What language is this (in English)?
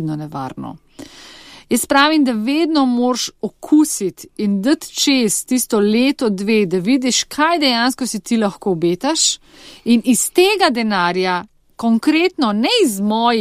Slovenian